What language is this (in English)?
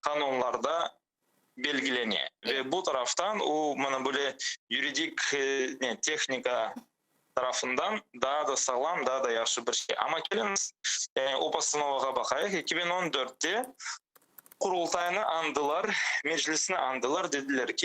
Crimean Tatar